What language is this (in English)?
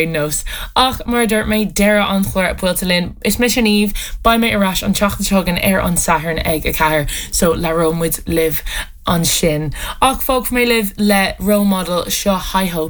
Irish